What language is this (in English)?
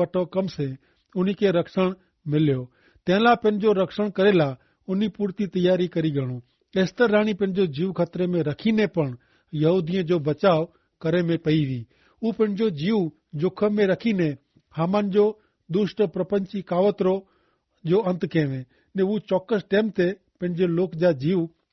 Kachhi